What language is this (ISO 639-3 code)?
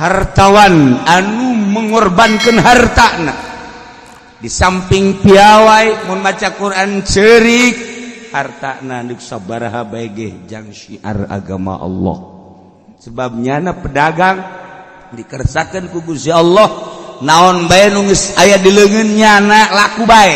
sun